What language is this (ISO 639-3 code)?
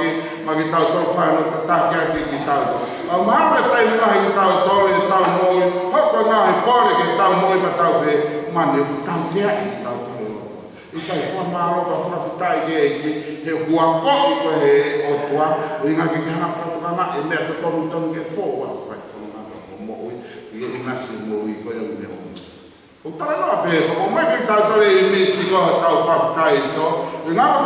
ton